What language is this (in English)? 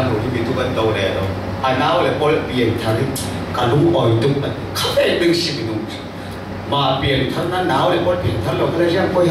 Falam Chin